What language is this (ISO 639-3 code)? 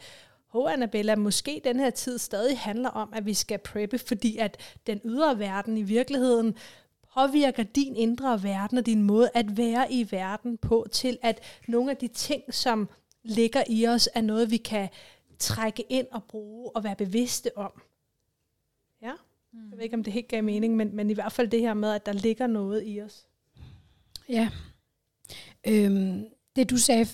dan